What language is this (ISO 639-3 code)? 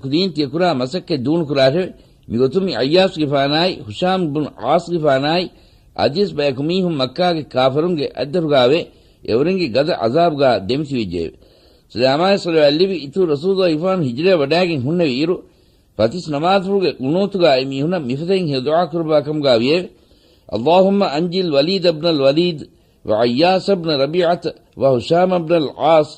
div